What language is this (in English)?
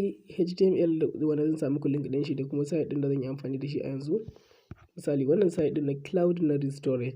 Hausa